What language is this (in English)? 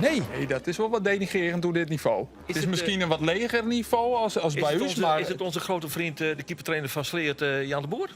Western Frisian